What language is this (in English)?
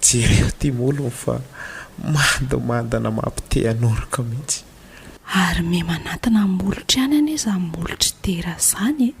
Malagasy